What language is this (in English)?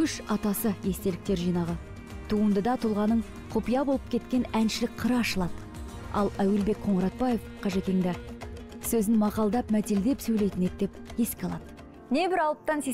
Kazakh